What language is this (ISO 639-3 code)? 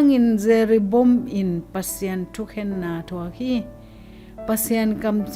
ctd